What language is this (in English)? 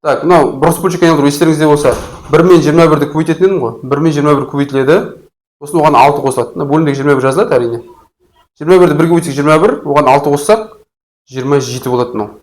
Kazakh